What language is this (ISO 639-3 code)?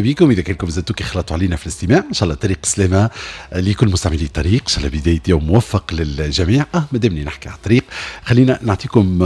aeb